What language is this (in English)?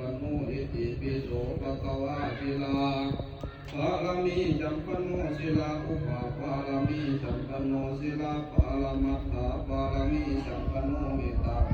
Pali